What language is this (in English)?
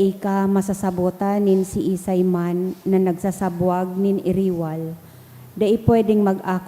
Bikol